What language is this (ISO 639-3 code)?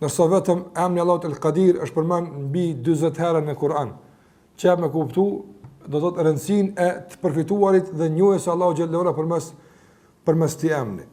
sqi